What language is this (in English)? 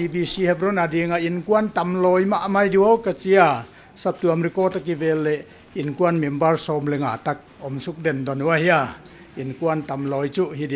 Paite Chin